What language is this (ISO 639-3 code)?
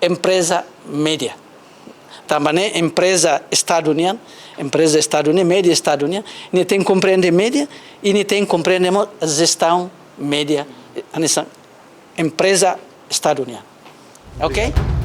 tet